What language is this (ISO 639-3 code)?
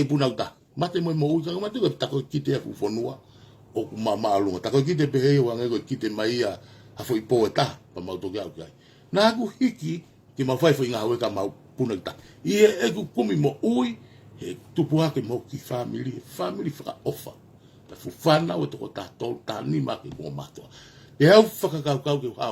ton